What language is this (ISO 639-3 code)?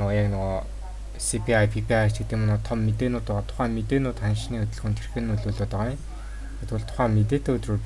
mon